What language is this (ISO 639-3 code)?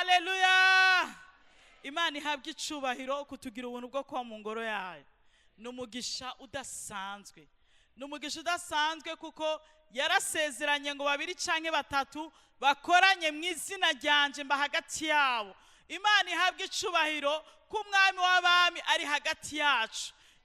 run